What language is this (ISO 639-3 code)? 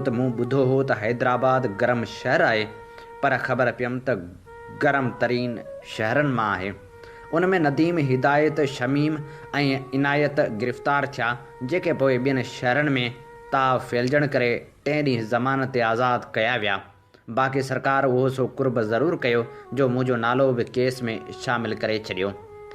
snd